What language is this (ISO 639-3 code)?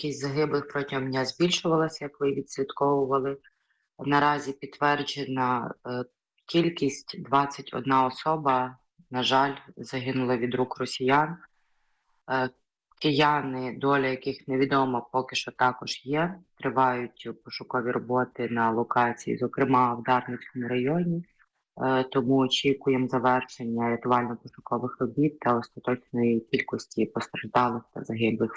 ukr